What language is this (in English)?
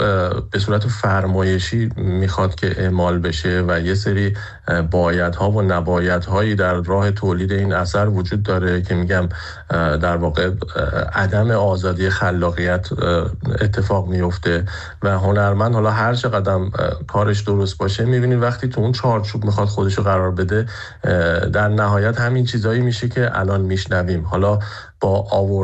Persian